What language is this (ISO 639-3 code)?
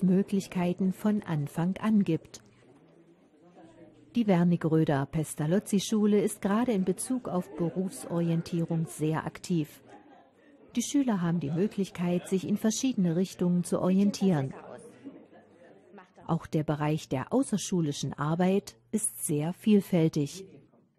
deu